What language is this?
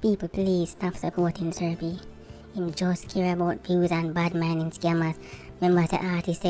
Jamaican Creole English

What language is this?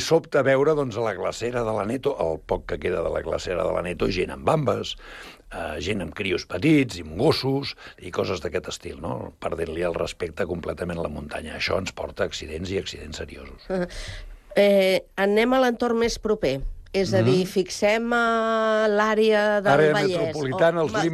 Catalan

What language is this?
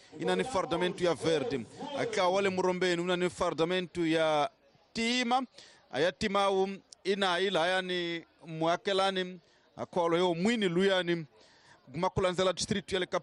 Tsonga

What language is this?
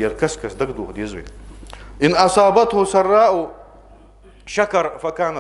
Ingush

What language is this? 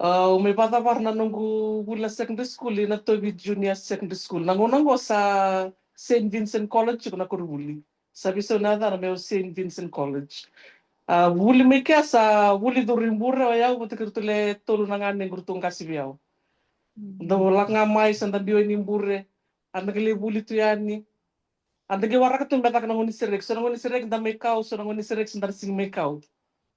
Fijian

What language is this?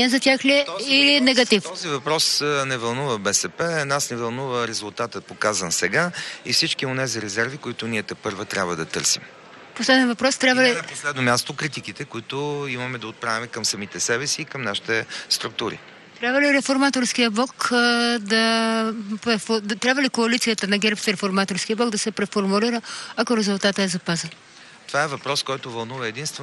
Bulgarian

